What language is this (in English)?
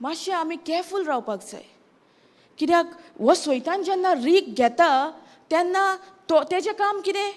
Konkani